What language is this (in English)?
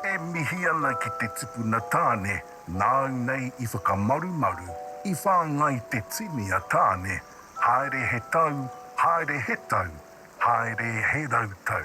Māori